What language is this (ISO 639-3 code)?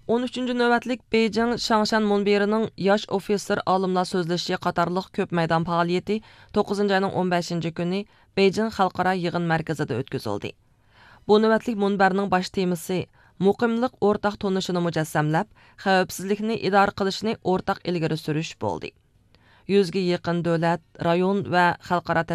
uig